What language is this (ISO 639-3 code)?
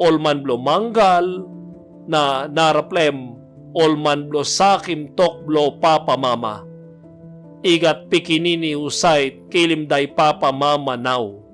tpi